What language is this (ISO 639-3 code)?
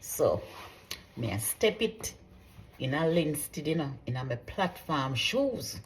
jam